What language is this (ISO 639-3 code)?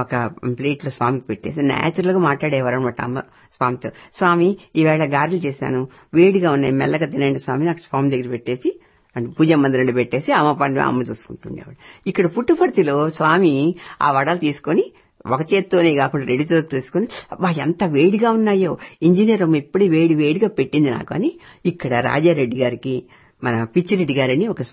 tel